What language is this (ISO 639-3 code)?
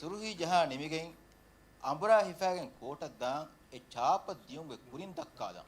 div